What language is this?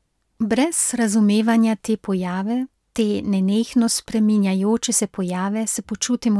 Slovenian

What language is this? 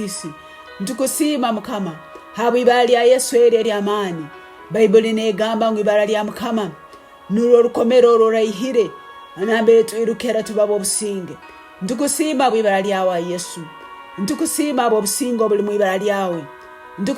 Tooro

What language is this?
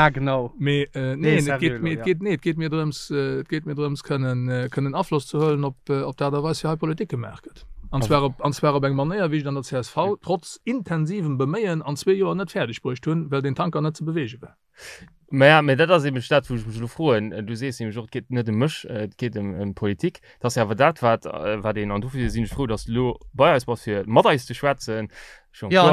Luxembourgish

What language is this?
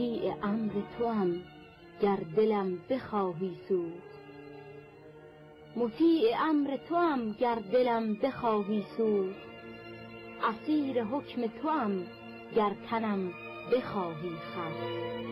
Persian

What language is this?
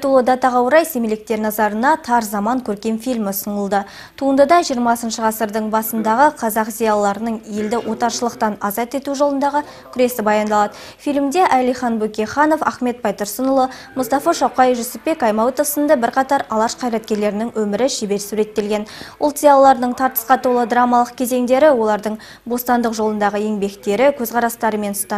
Kazakh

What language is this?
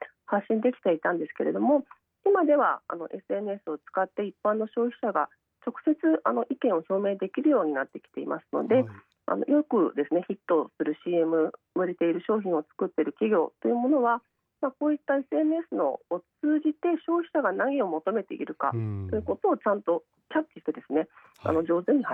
Japanese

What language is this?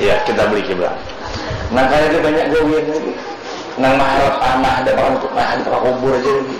Banjar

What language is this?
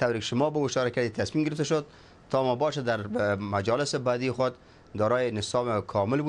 Persian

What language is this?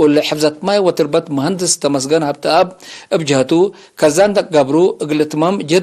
Tigre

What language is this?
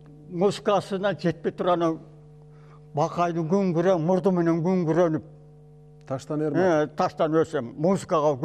Kyrgyz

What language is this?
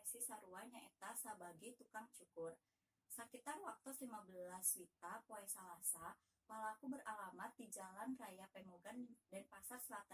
Sundanese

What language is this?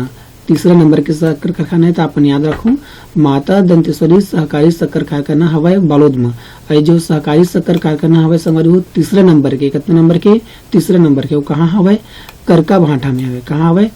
Chhattisgarhi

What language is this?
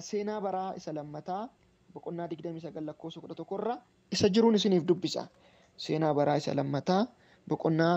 Oromo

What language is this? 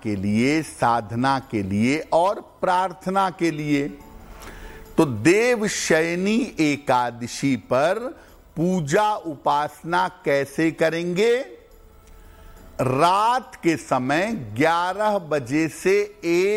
Hindi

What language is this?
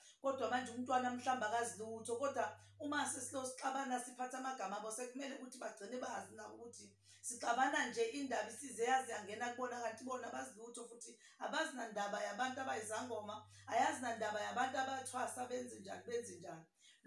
Zulu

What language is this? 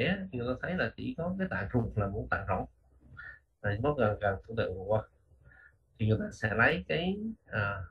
Vietnamese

